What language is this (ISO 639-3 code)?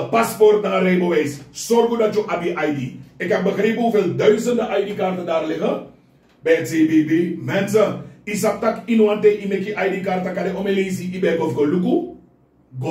srn